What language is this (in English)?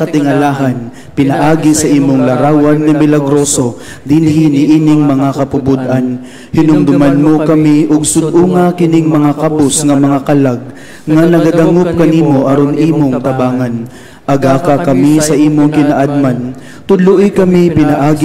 Cebuano